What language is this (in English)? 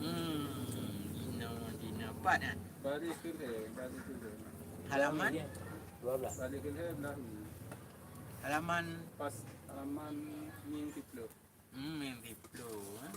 Achinese